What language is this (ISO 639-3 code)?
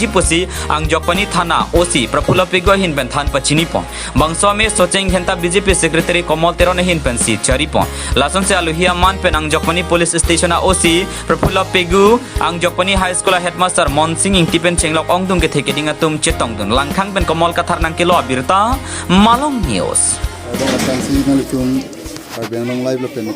mjw